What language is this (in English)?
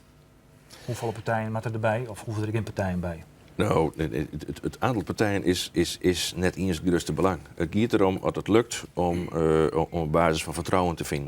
Western Frisian